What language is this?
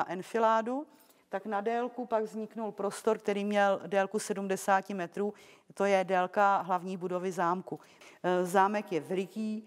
Czech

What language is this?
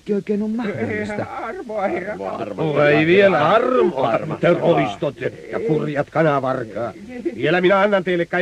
Finnish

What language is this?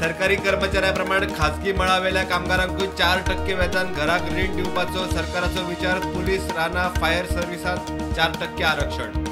Konkani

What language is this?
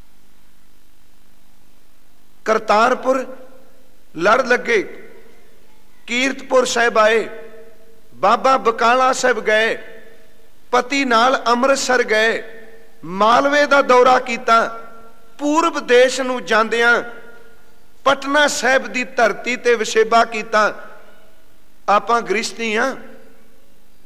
Punjabi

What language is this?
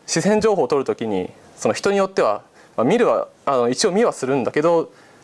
Japanese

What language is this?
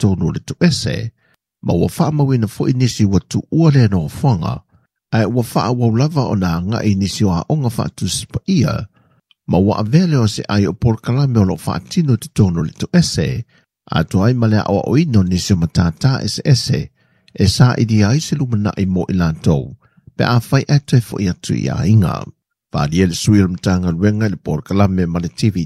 Samoan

